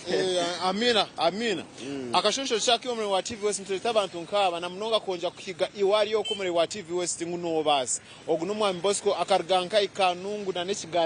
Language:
Nyankole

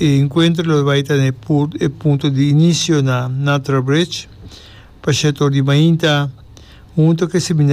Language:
Papiamento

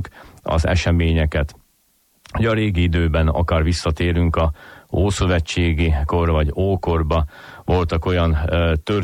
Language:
Hungarian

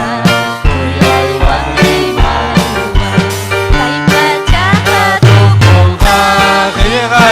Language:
Ayacucho Quechua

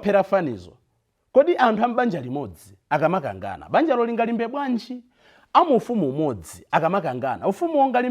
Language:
Nyanja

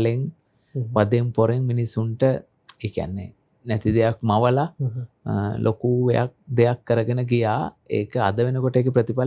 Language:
Sinhala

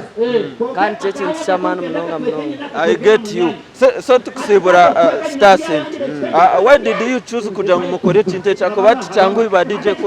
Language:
Nyankole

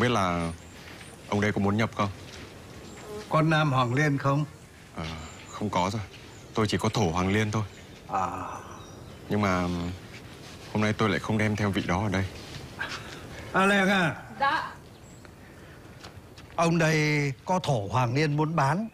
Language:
Vietnamese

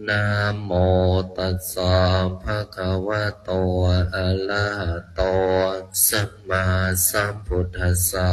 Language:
Pali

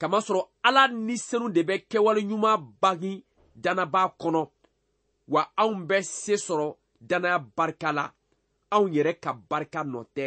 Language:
Bambara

